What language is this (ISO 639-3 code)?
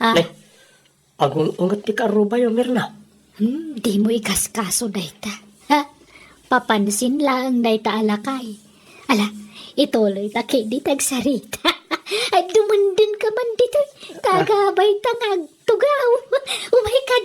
ilo